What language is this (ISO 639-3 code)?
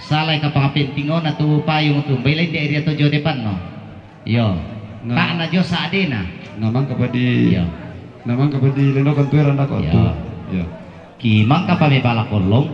sda